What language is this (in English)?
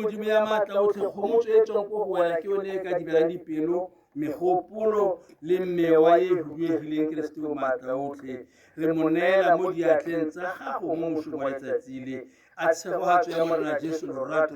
Tswana